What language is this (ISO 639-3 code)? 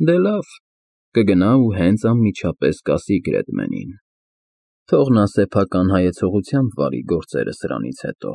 hye